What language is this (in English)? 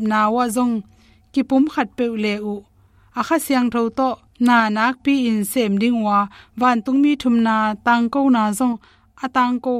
Tedim Chin